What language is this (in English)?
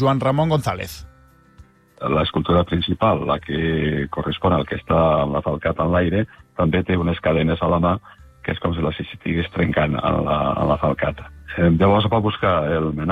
Catalan